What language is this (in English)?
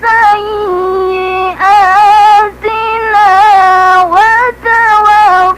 Maranao